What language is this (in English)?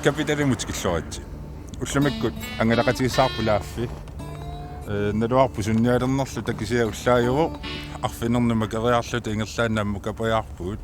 Kalaallisut